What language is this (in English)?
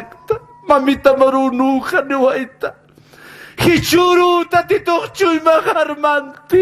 Aymara